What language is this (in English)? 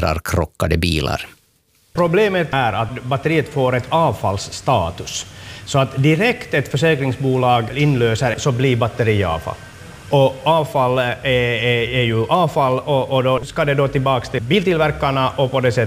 Swedish